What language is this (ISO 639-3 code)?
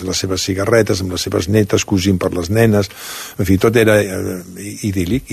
cat